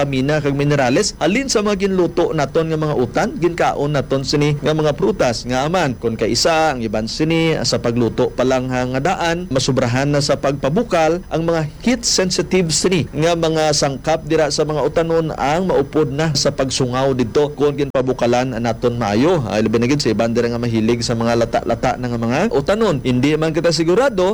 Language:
Hiligaynon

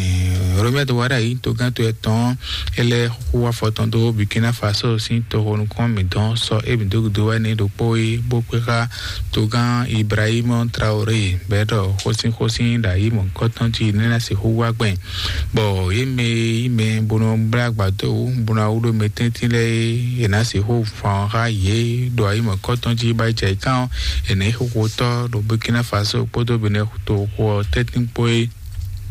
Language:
Fon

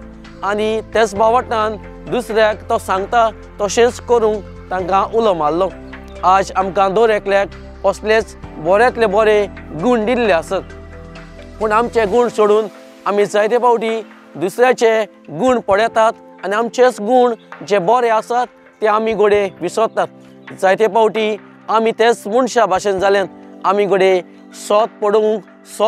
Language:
Konkani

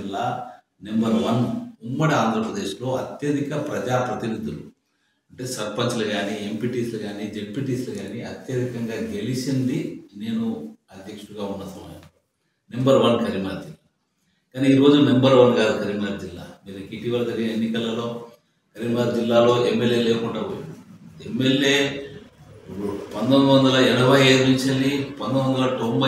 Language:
Telugu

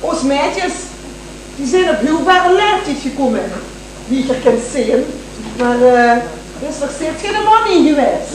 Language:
Limburgish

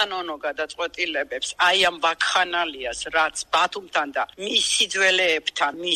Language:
Georgian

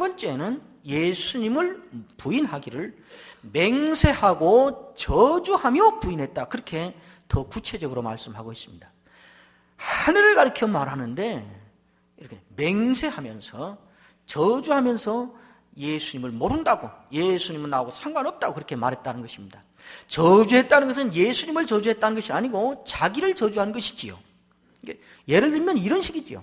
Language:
Korean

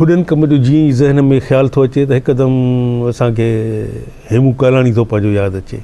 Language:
Sindhi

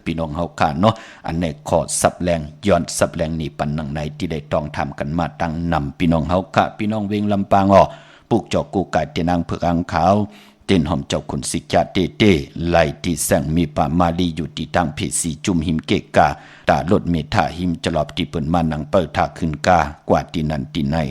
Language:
Shan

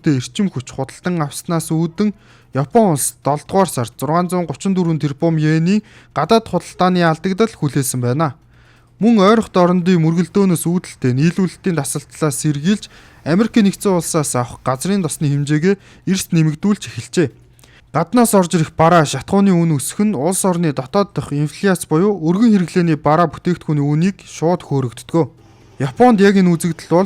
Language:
Mongolian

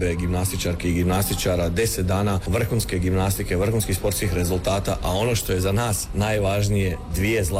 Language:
Croatian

